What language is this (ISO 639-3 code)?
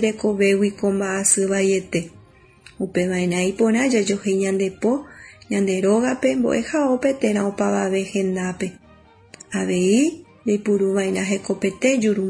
grn